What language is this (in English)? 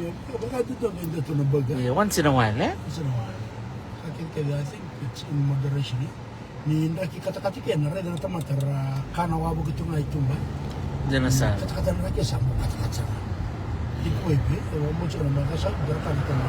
Fijian